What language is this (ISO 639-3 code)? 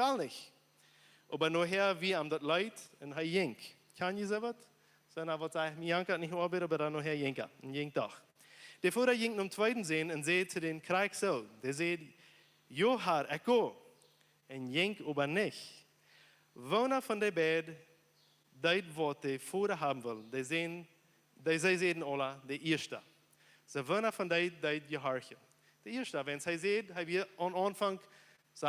pdt